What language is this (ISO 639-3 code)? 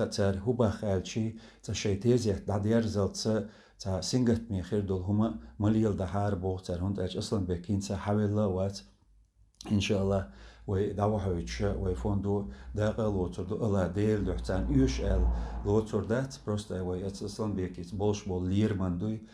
che